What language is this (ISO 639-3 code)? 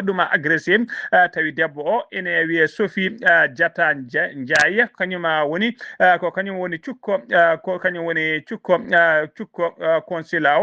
ful